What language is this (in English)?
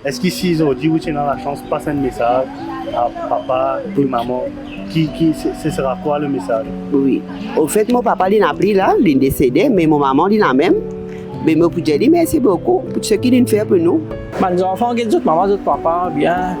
Morisyen